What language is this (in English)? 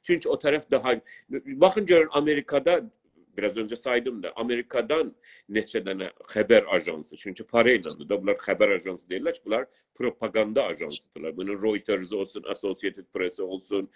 South Azerbaijani